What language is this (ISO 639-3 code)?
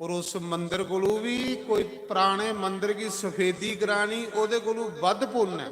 doi